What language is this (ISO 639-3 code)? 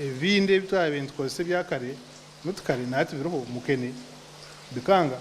nyn